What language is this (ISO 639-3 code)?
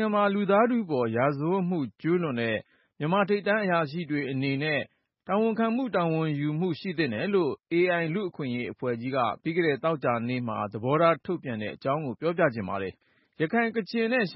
mya